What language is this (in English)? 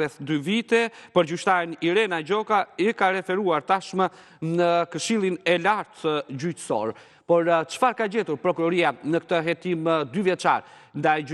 Albanian